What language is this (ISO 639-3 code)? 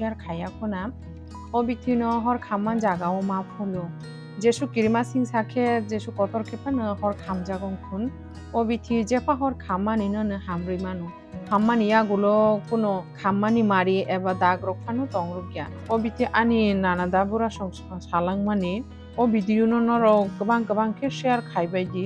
trp